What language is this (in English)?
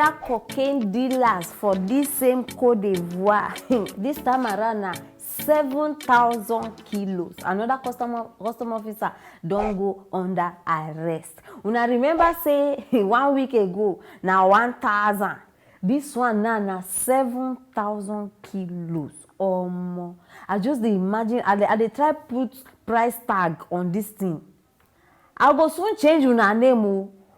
Nigerian Pidgin